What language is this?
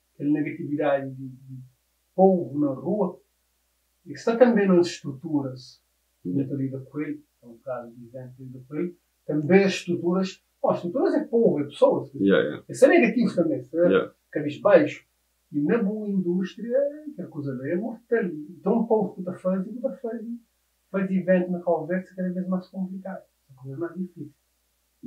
Kabuverdianu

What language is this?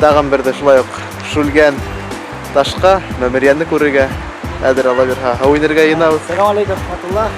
Bashkir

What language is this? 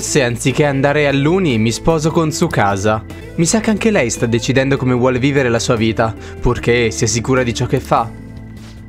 Italian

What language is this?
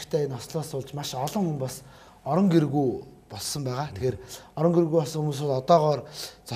Mongolian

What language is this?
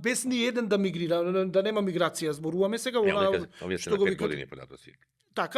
Macedonian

